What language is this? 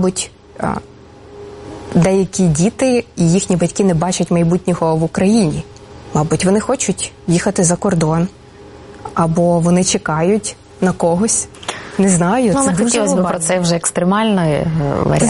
Ukrainian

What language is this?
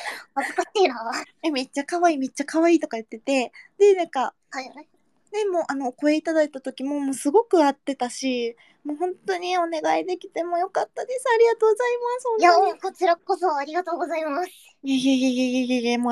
Japanese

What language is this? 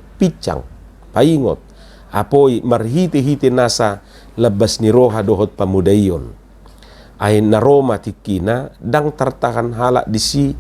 Batak Toba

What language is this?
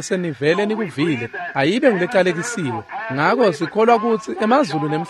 Swati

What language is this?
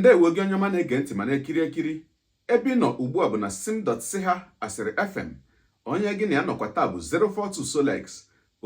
Igbo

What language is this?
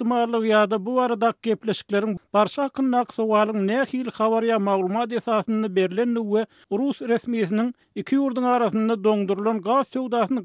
Turkmen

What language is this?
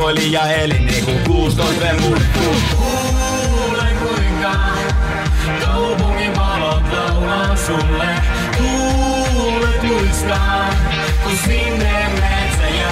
Finnish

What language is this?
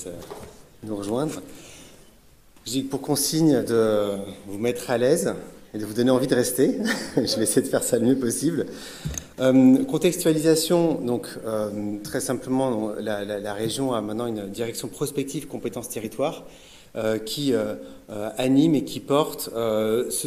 French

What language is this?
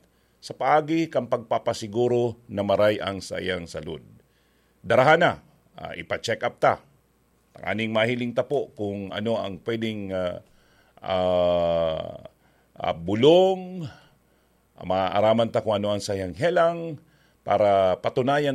Bikol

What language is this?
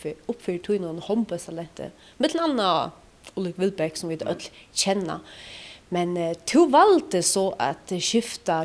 Faroese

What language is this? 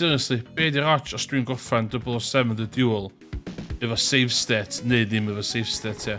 Welsh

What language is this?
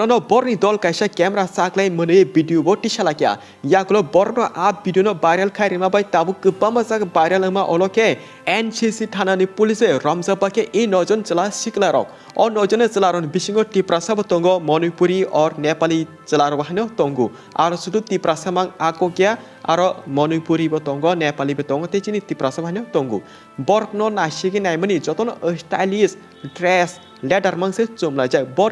Kok Borok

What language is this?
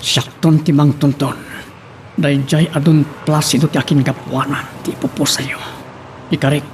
Iloko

